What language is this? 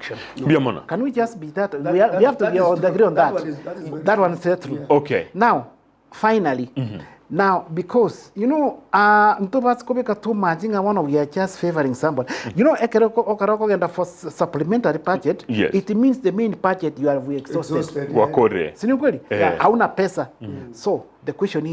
Gusii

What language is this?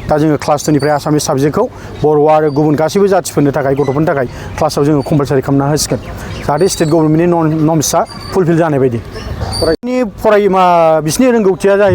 Bodo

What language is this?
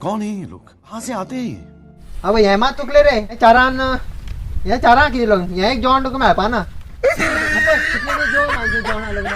Konkani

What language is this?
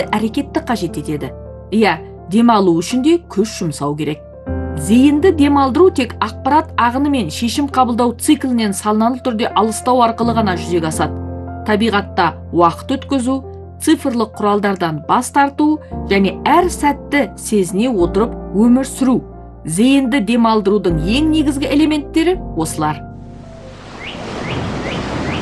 Kazakh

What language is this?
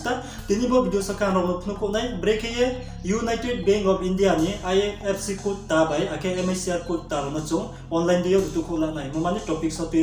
Riang (India)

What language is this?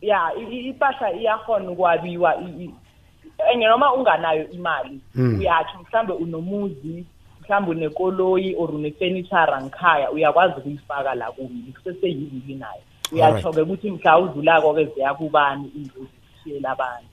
South Ndebele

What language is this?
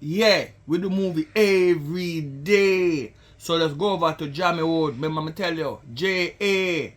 Jamaican Creole English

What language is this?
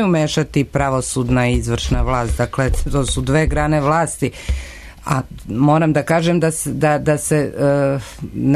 Serbian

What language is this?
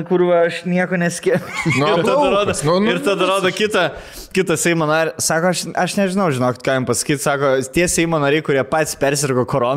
Lithuanian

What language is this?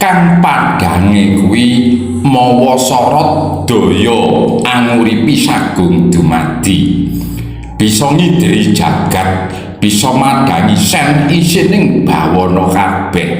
Javanese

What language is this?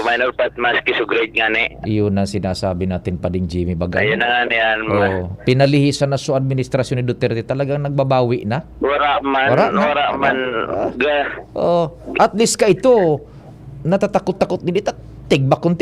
Bikol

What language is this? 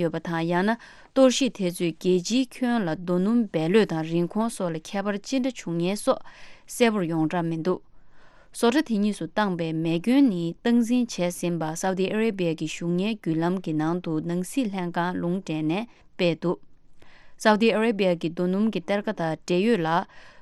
Tibetan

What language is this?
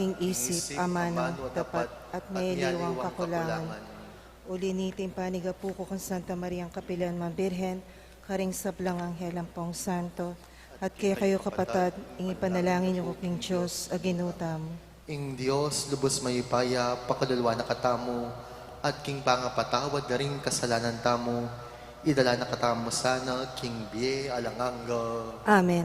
Pampanga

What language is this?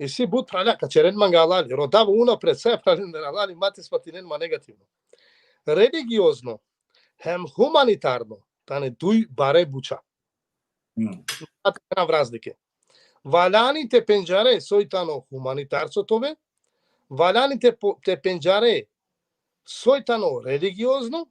Balkan Romani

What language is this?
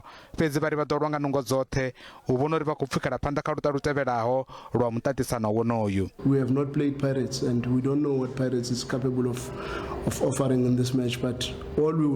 Venda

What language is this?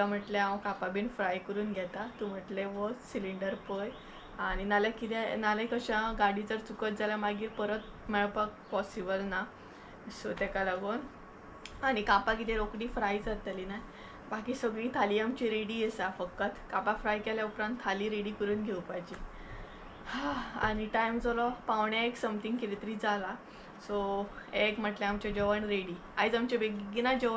Konkani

